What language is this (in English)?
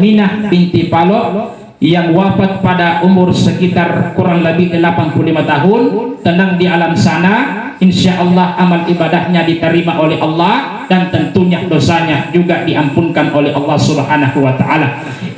Buginese